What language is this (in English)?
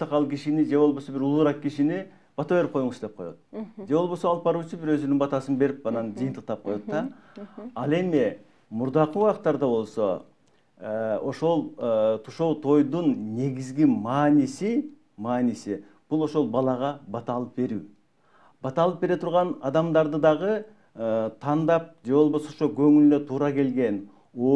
Kyrgyz